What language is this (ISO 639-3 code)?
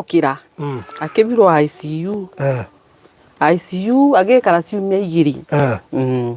kik